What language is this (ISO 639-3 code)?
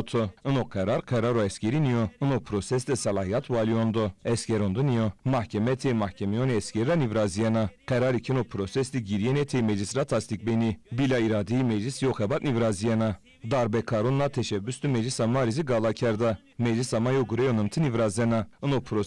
zza